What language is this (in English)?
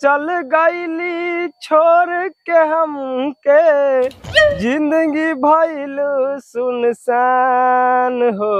Bhojpuri